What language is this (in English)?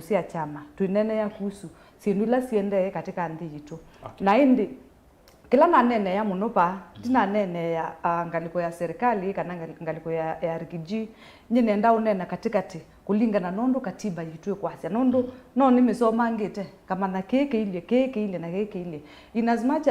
Kamba